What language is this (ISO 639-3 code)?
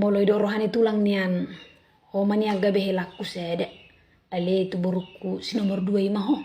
bbc